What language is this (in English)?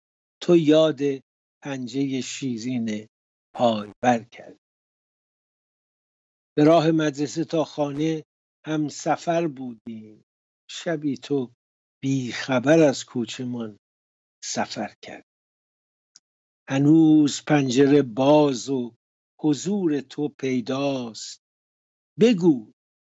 Persian